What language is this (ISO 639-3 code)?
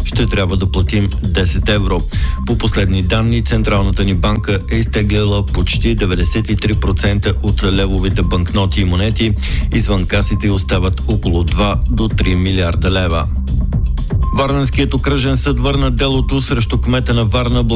bul